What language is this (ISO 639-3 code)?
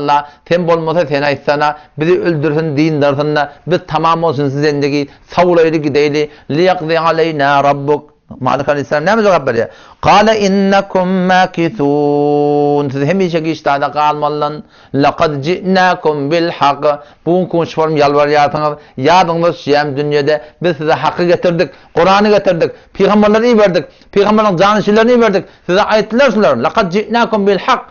tuk